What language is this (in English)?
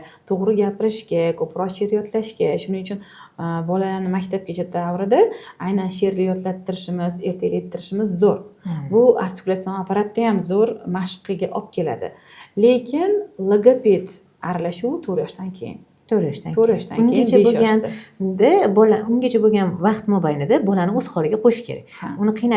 Uzbek